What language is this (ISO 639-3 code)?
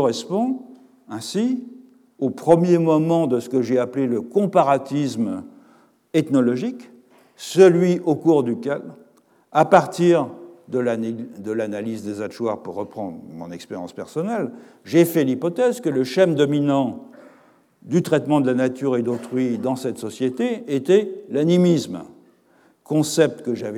fra